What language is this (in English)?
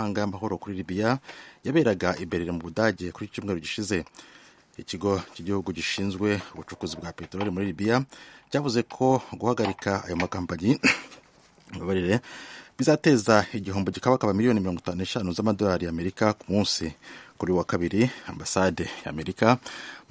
Kinyarwanda